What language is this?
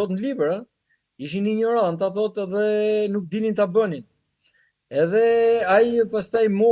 Albanian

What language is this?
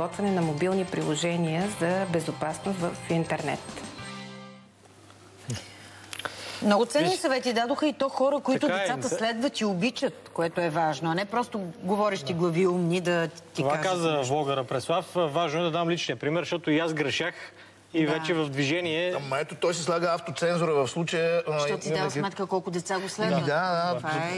Bulgarian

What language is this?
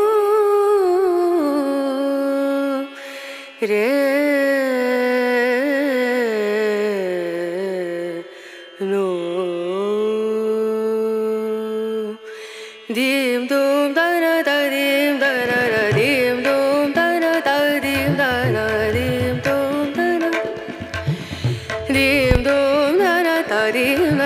Kannada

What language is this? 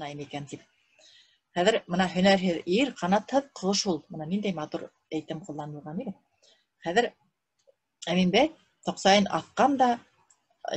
Bashkir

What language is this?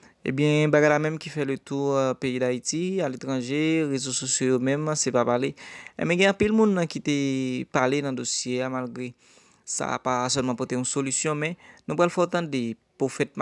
Haitian Creole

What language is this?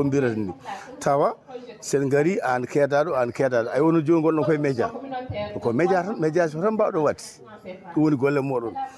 Fula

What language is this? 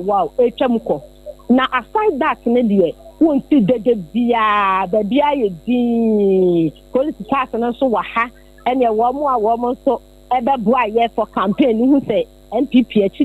Akan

